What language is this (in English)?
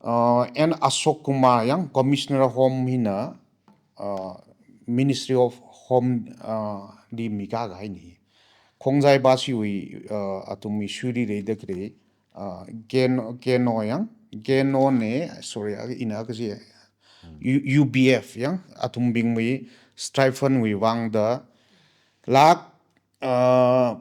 Tangkhul Naga (India)